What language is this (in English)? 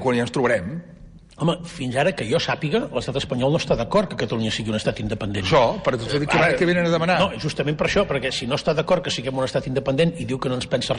Catalan